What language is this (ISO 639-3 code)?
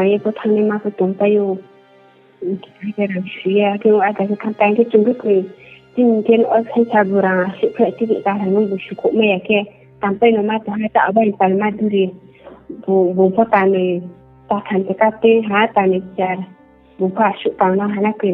ria